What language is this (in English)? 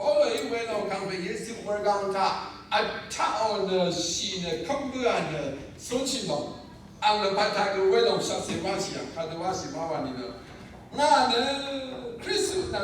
Rawang